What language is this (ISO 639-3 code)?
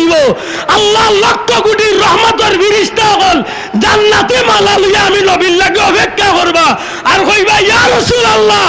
syl